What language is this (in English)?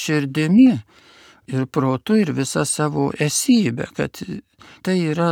Lithuanian